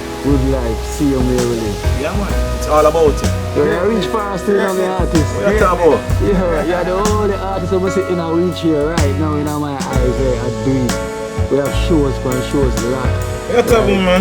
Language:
Jamaican Creole English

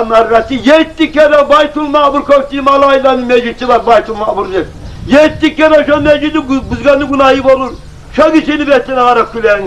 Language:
Kumyk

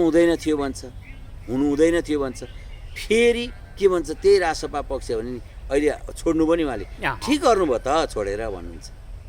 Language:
Nepali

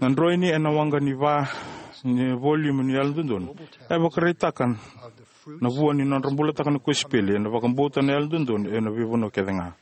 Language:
Fijian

